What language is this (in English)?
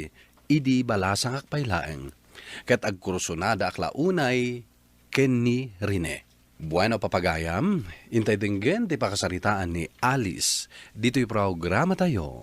Iloko